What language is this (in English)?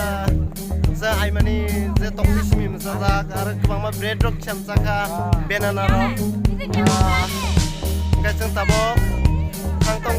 Kok Borok